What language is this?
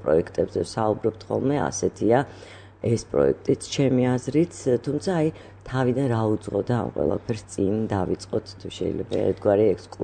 Georgian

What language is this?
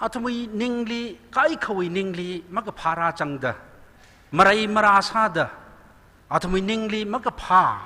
Tangkhul Naga (India)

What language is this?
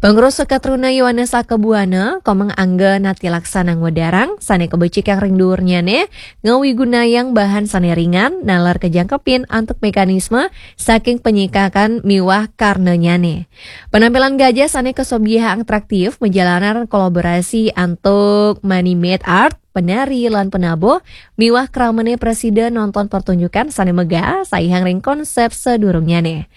Balinese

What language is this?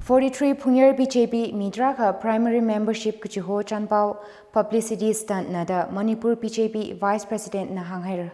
Tangkhul Naga (India)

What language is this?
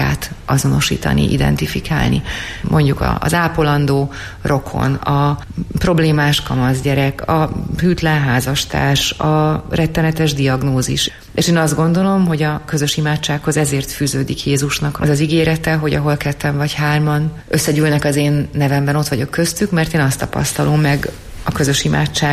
Hungarian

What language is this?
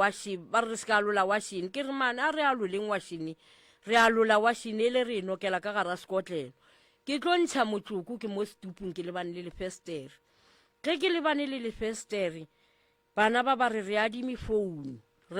Northern Sotho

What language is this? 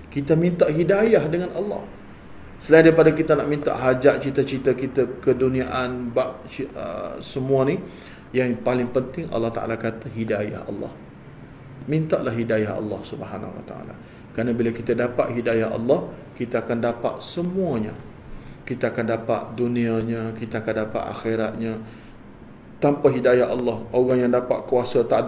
Malay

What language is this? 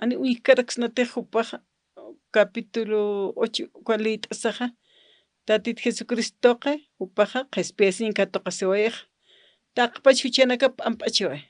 Aymara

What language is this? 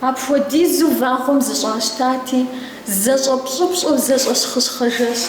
Kabardian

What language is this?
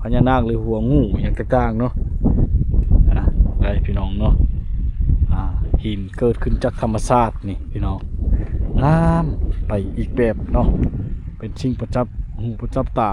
Lao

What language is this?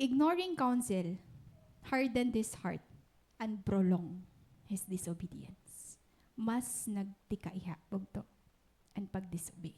Waray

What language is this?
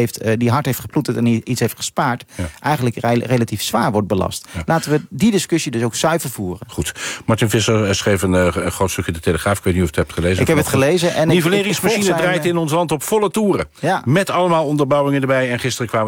Dutch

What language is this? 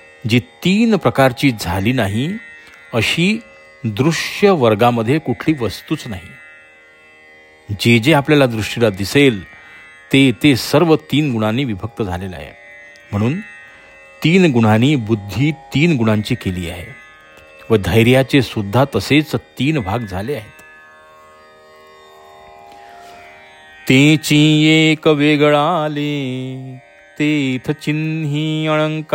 Marathi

